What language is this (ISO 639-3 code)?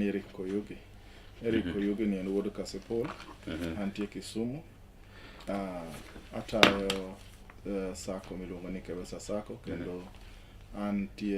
luo